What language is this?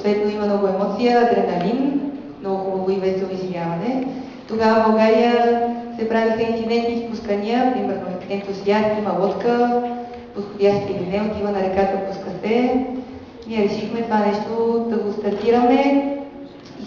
Bulgarian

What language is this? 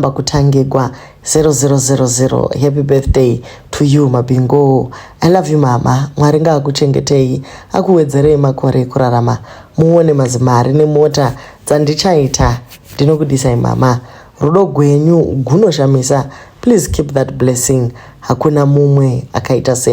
Shona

